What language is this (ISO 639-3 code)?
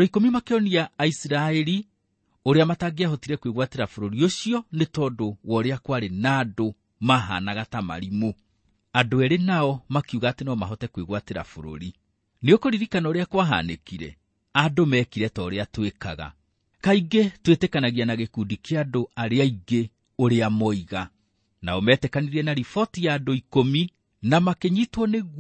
kik